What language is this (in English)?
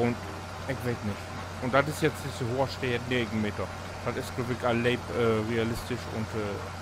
Low German